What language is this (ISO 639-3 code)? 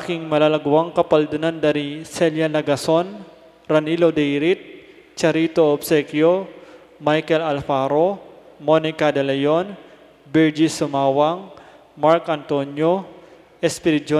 pam